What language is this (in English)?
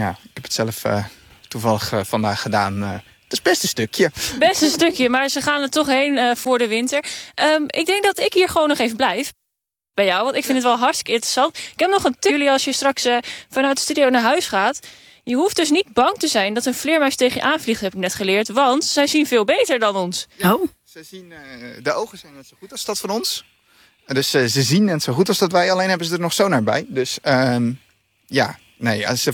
Dutch